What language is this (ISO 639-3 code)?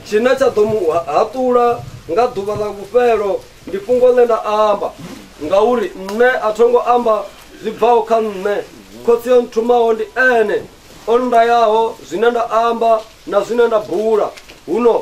ven